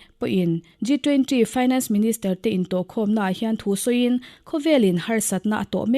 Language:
Mizo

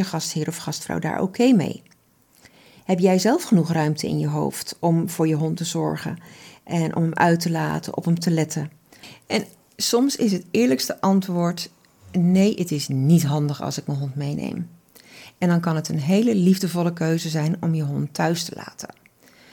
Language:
Dutch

